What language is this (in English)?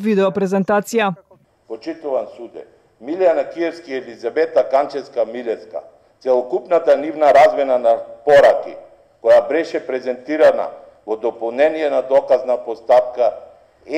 Macedonian